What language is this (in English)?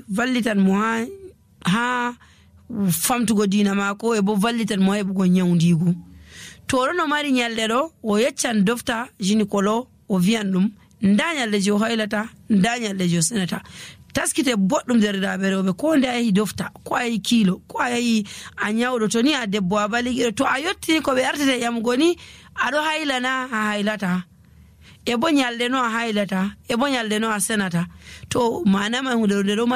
Nigerian Fulfulde